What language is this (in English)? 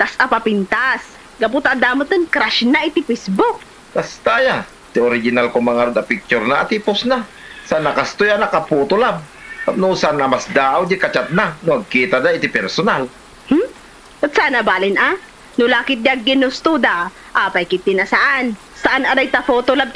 Iloko